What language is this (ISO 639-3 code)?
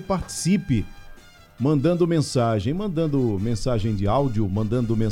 por